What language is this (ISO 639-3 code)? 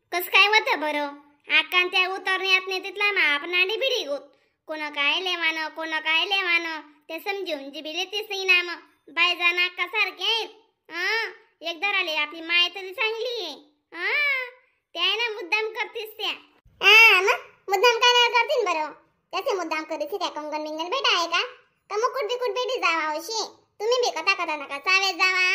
khn